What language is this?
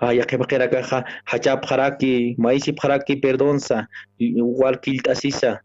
Aymara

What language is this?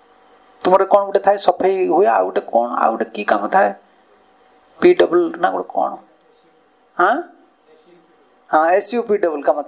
Odia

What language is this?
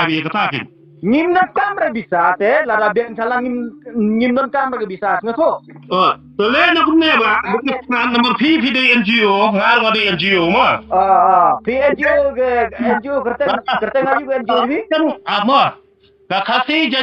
Khasi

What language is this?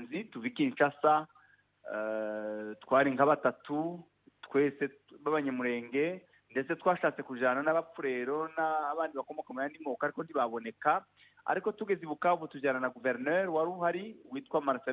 Kinyarwanda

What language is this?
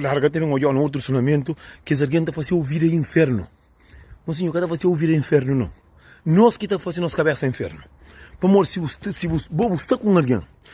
Kabuverdianu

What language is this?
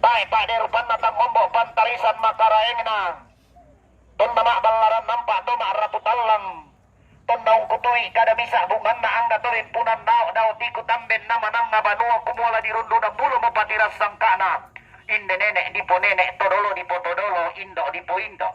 Toraja-Sa'dan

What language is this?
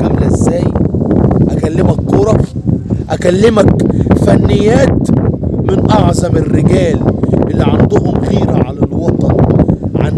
Egyptian Arabic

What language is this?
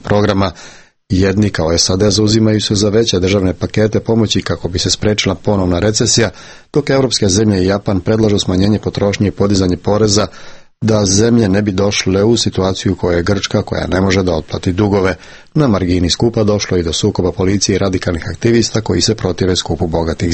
Serbian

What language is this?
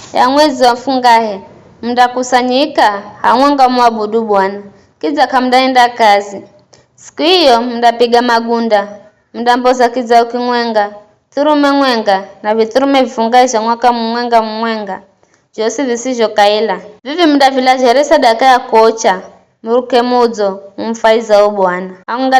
Giryama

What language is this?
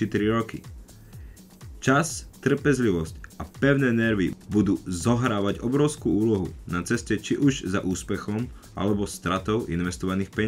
Slovak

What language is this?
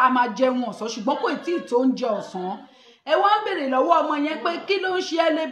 Yoruba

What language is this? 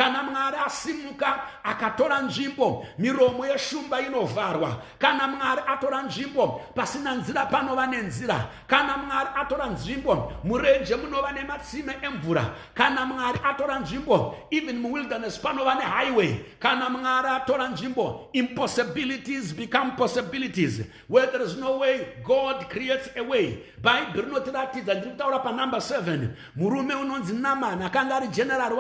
Shona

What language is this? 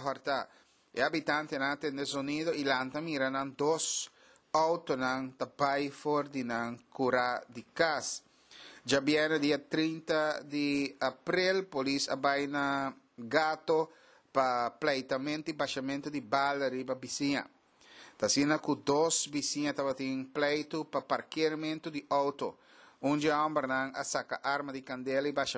Papiamento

